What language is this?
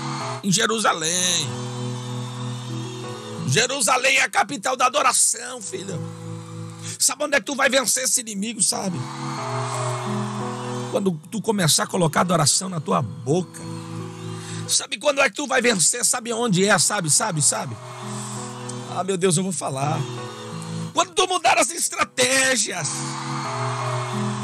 Portuguese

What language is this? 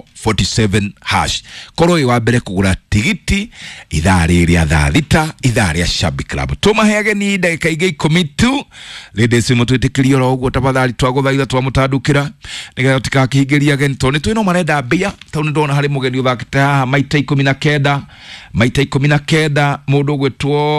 Kikuyu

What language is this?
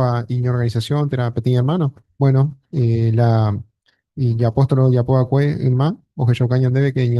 Guarani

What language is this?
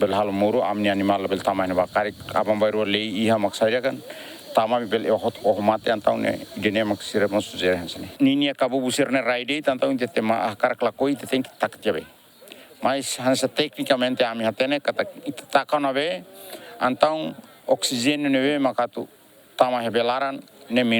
Tetum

